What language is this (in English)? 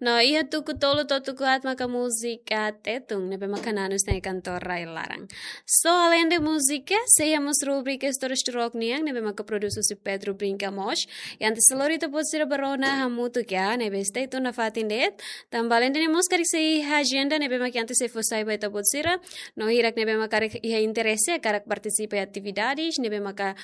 Tetum